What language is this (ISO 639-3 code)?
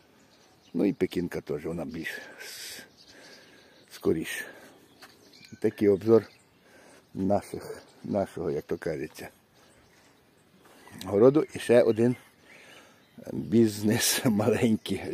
ukr